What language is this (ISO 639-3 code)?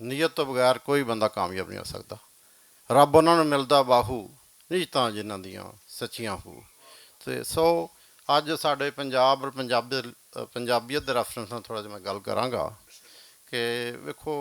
lah